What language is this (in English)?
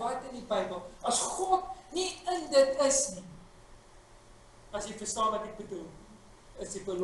Afrikaans